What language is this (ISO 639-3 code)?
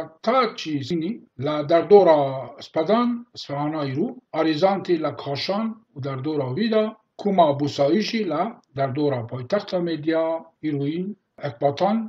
kur